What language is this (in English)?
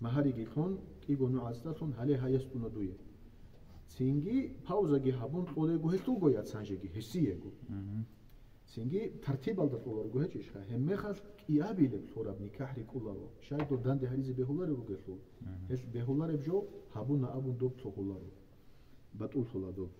Avaric